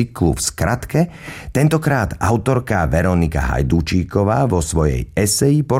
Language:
Slovak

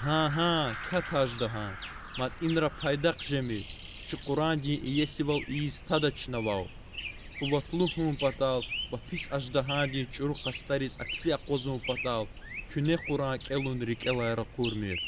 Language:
Lezghian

